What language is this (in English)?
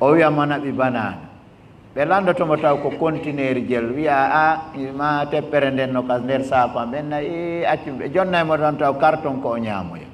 Fula